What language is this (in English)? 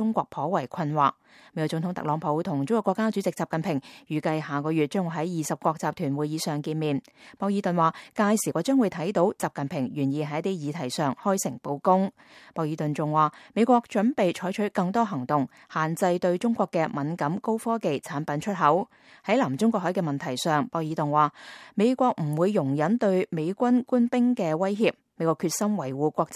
Cantonese